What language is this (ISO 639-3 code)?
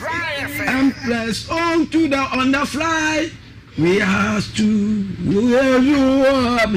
aka